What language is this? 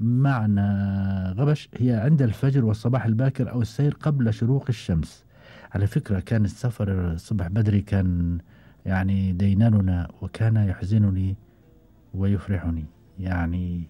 Gulf Arabic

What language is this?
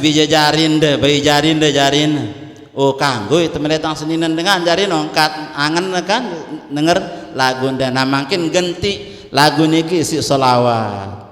Sasak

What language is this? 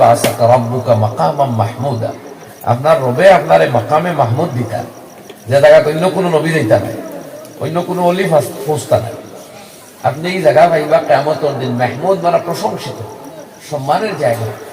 Sylheti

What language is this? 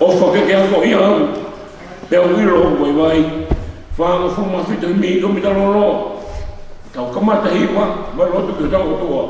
Tongan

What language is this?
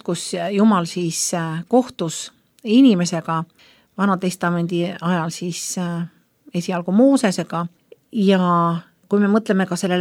Estonian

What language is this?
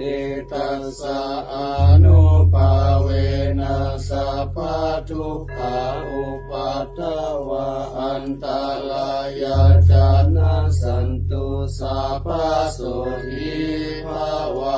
Pali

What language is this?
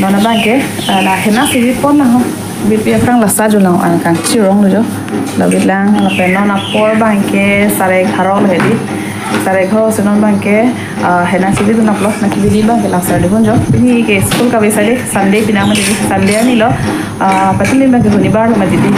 Karbi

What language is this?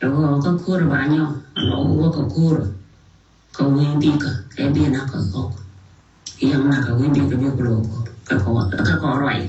Nuer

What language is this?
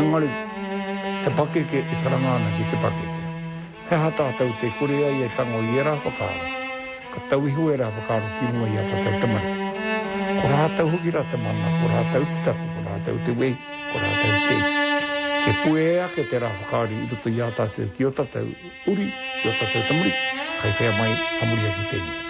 Māori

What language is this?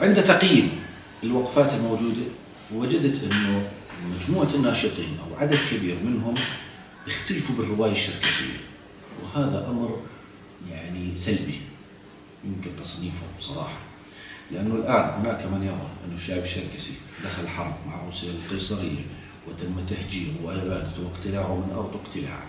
South Levantine Arabic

